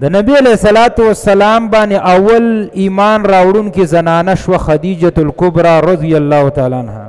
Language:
Pashto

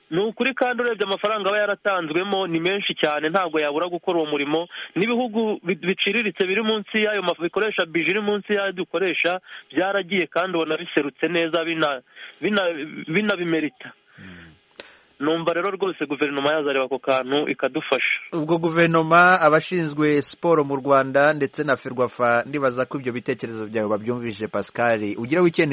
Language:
Kinyarwanda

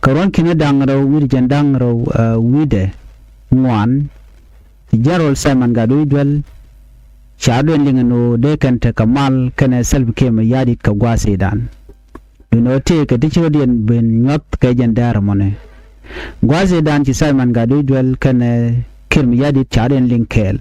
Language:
Nuer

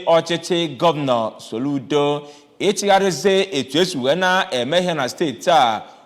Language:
Igbo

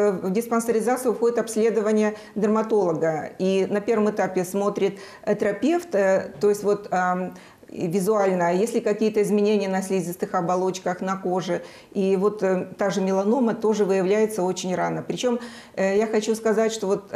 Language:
Russian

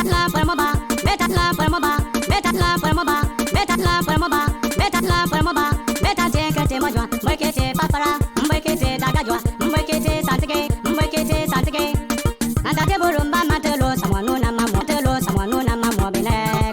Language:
Bimoba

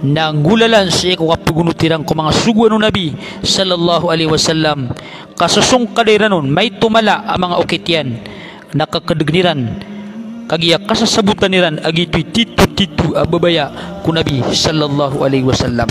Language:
Maranao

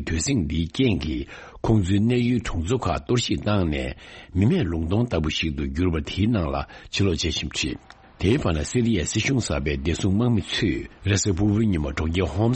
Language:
Tibetan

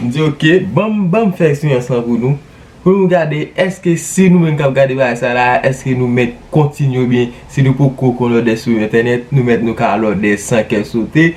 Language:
Haitian Creole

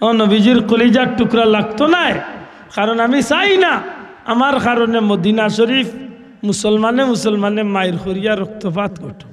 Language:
Sylheti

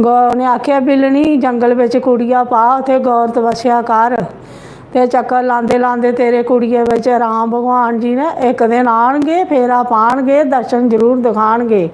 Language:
Dogri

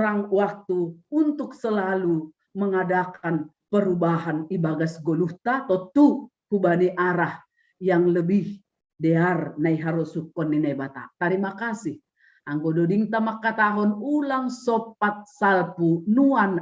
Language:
Batak Simalungun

